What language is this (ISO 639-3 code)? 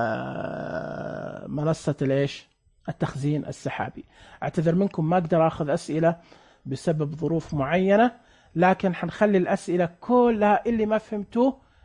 ars